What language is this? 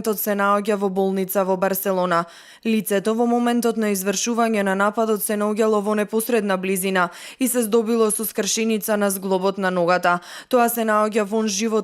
Macedonian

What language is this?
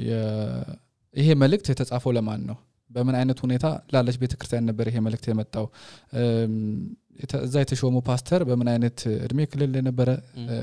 Amharic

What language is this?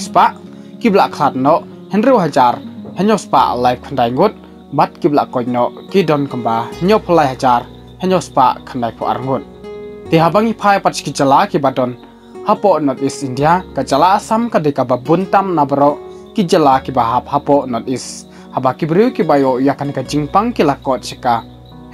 Khasi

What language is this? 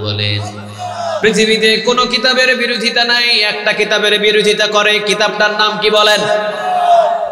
Bangla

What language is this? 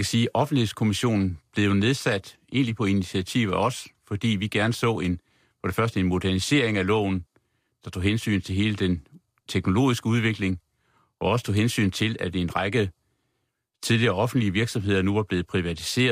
Danish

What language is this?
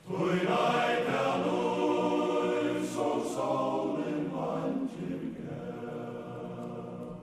Faroese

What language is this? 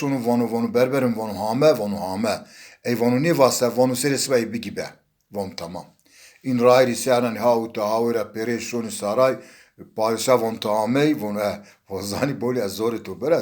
Zaza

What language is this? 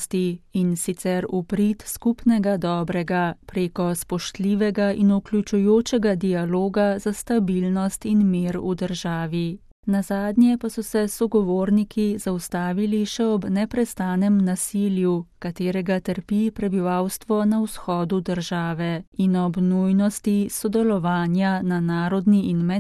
Slovenian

